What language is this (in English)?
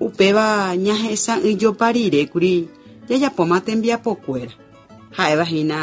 Guarani